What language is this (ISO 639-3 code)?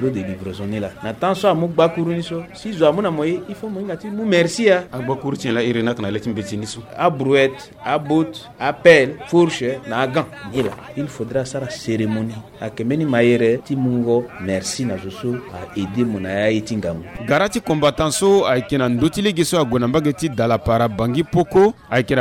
sag